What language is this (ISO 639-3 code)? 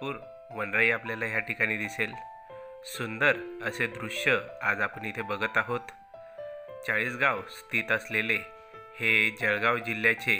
mar